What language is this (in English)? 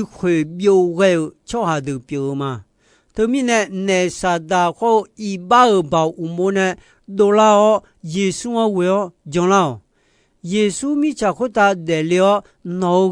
Akha